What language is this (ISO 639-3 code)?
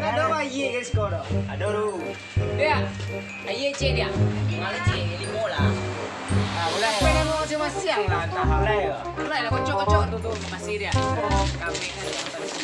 min